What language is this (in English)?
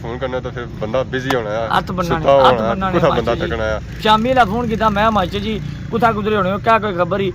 Pahari-Potwari